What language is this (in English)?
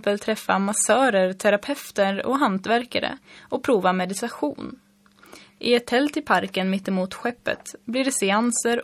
Swedish